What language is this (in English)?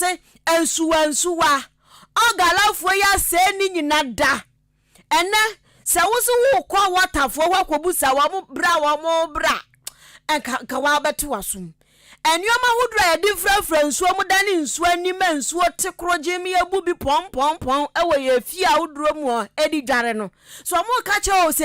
Akan